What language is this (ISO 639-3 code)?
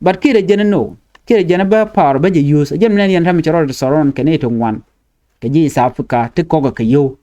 nus